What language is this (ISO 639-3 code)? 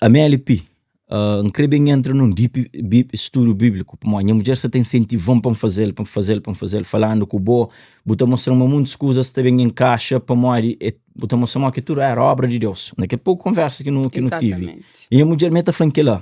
kea